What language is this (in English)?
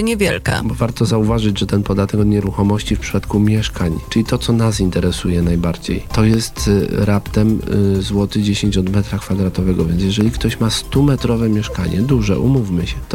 Polish